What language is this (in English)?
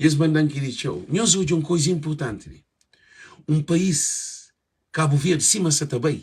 Kabuverdianu